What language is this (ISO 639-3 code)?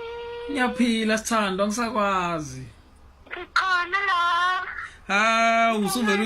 zul